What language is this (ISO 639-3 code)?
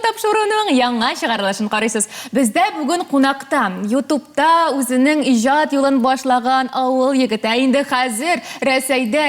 tat